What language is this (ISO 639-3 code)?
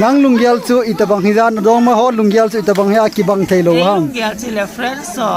tcz